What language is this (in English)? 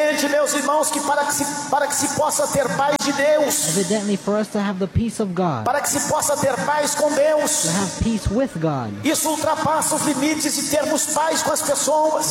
Portuguese